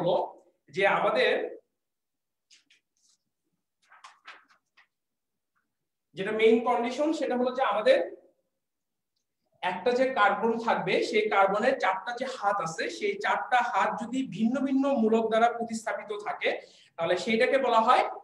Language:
Bangla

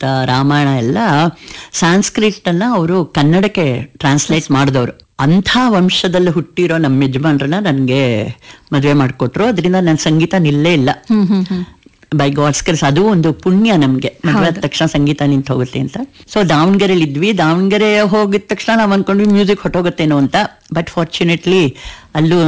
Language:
Kannada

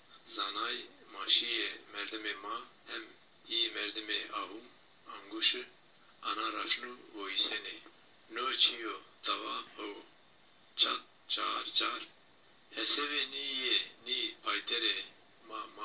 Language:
Zaza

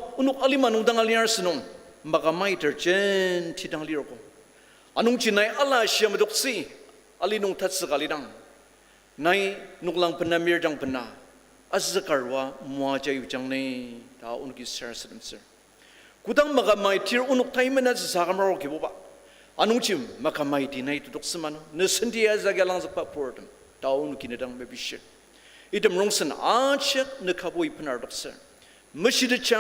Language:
Ao Naga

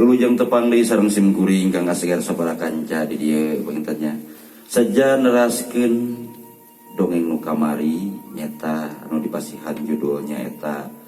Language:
Sundanese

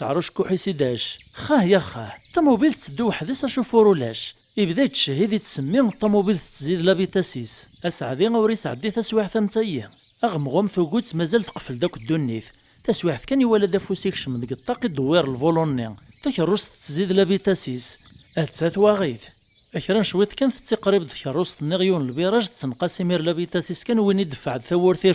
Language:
Kabyle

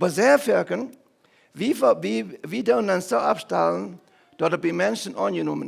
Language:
Plautdietsch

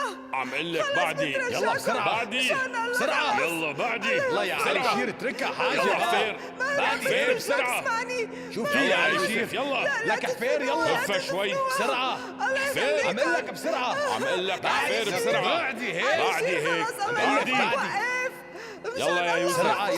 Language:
North Levantine Arabic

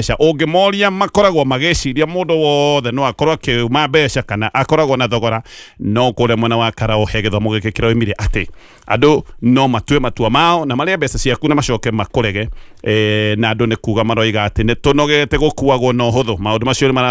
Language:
Kikuyu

